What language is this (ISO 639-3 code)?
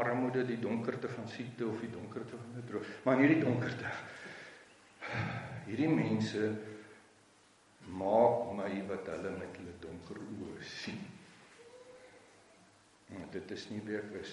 afr